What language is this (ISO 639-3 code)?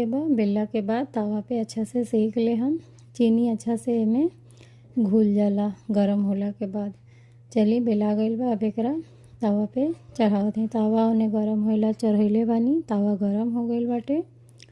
bho